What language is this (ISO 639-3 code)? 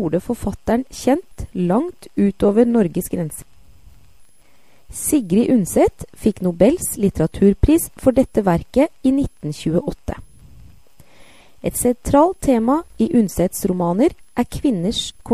nor